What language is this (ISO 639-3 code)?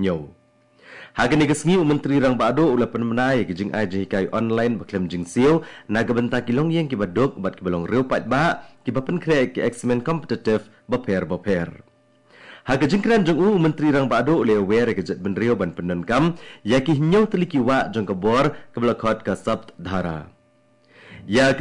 kha